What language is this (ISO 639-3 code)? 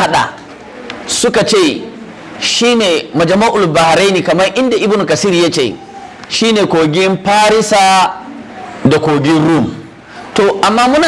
hau